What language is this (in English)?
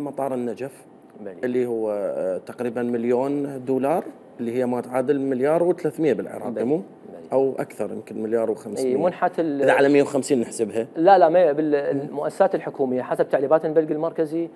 Mesopotamian Arabic